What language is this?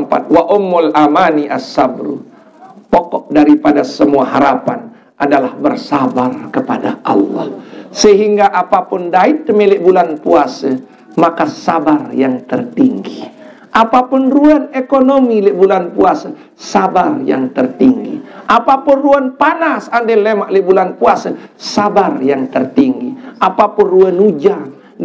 Sasak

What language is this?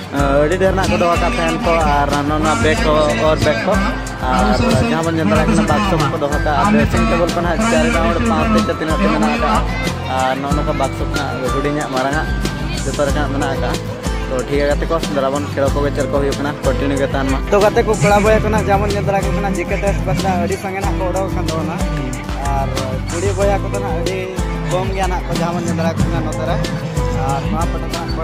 Santali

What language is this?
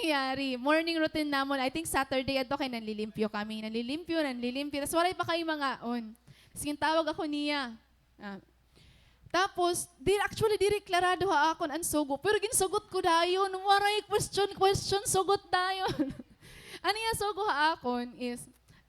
Waray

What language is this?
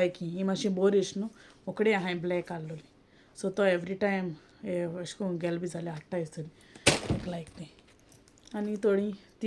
Konkani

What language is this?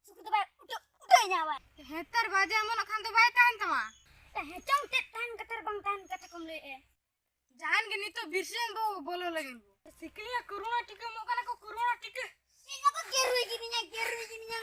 Santali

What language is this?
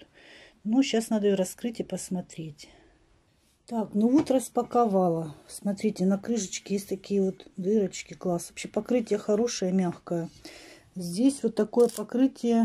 Russian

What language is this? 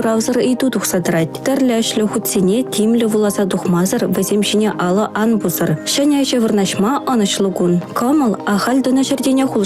Chuvash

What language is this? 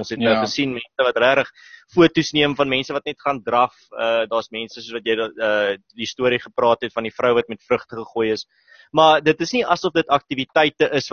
Afrikaans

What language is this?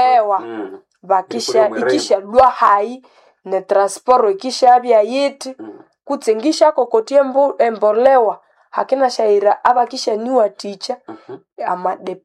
Nande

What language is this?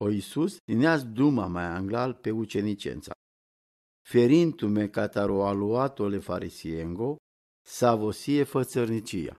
Romany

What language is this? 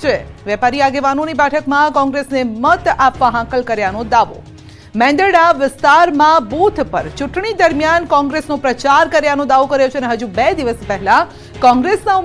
Gujarati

